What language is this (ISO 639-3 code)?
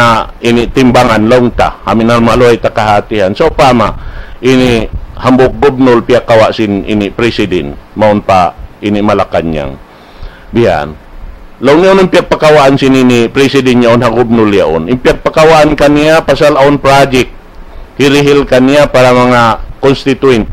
tsg